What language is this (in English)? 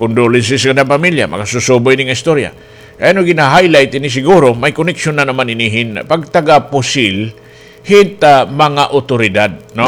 Waray